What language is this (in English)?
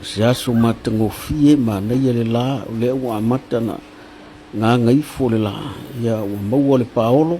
Samoan